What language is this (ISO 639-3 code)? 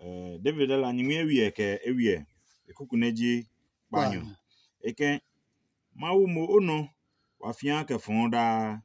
ada